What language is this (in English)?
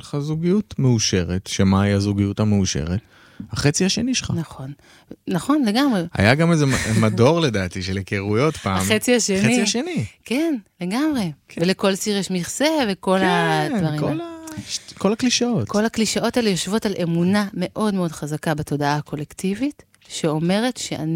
Hebrew